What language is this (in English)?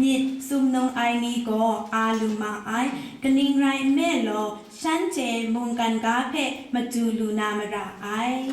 Kachin